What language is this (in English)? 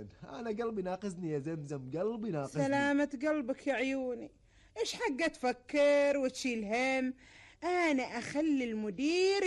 Gulf Arabic